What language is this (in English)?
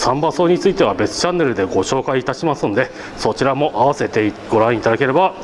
Japanese